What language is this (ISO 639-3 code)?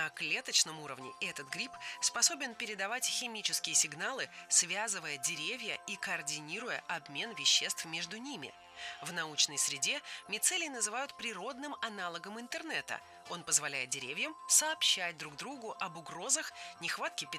rus